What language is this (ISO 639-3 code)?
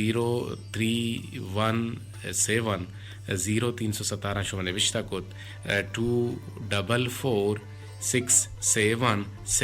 bgp